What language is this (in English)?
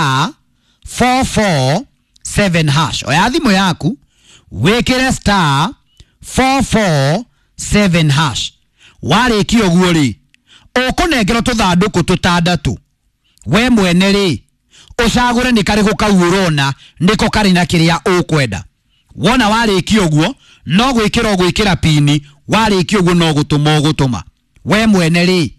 Kikuyu